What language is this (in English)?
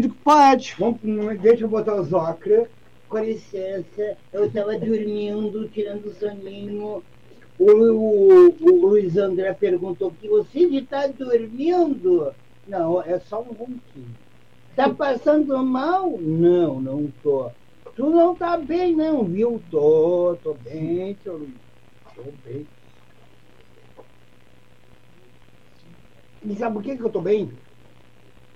Portuguese